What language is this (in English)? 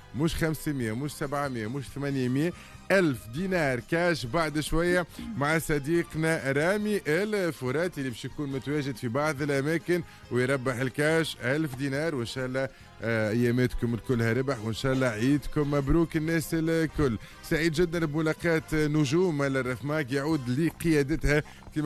Tunisian Arabic